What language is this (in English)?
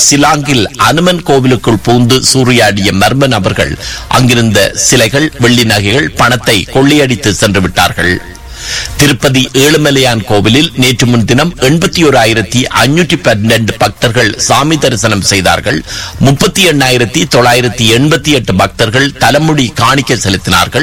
Tamil